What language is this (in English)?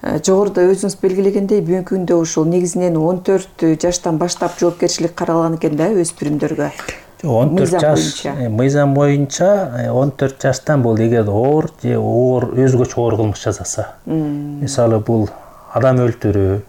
Kyrgyz